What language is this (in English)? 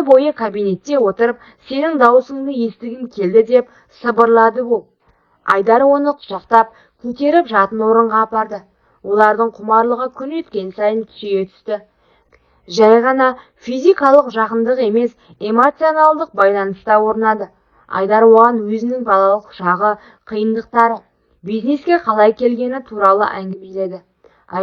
Kazakh